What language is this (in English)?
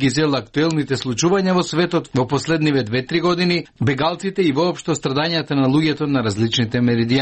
Macedonian